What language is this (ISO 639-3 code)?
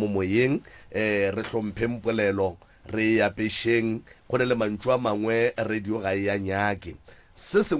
nso